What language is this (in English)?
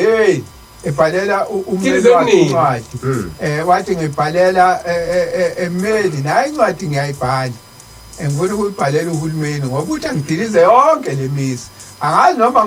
Zulu